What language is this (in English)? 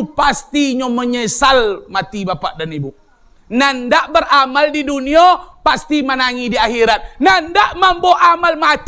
Minangkabau